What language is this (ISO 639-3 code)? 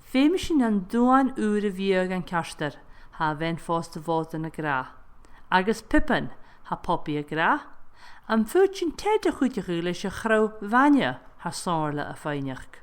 gla